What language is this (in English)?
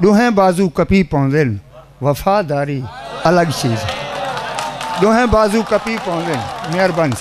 Saraiki